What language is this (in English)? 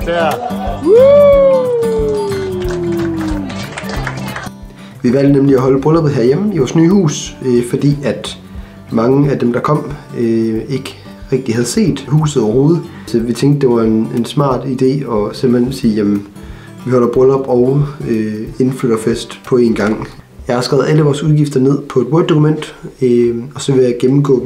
Danish